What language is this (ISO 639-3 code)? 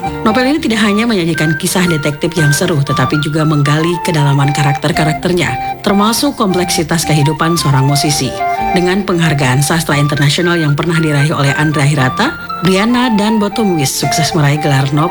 ind